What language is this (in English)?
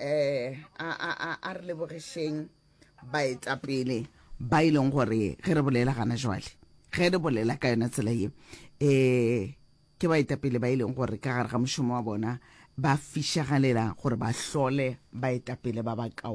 Northern Sotho